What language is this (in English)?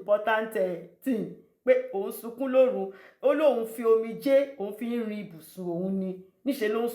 Yoruba